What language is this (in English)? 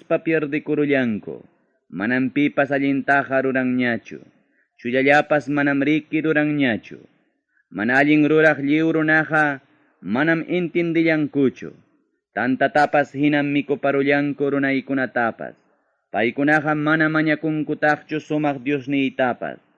Ayacucho Quechua